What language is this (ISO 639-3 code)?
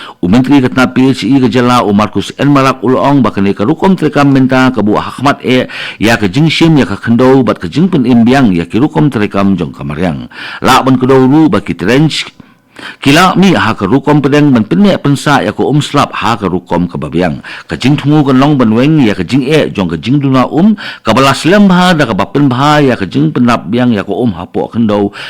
kha